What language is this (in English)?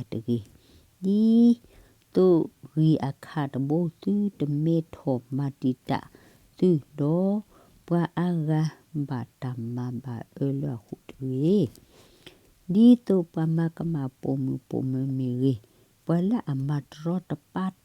S'gaw Karen